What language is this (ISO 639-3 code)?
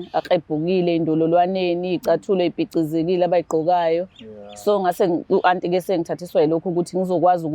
zul